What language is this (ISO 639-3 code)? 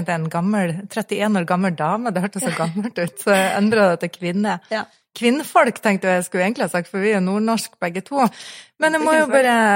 nor